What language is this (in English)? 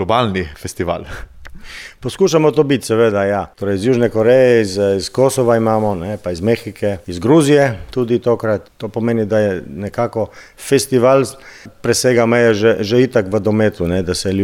Slovenian